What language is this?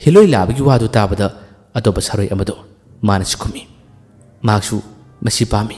Manipuri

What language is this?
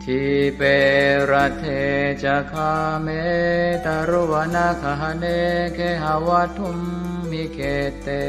Pali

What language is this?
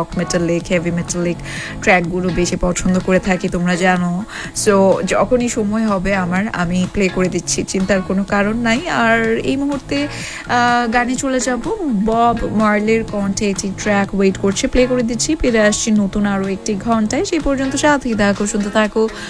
Bangla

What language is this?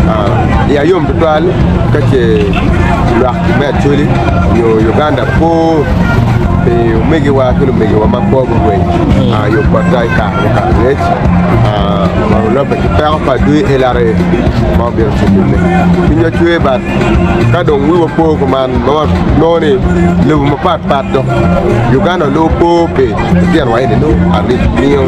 Acoli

